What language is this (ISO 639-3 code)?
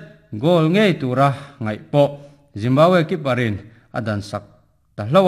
lus